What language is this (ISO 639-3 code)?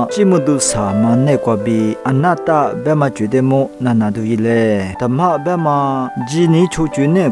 lis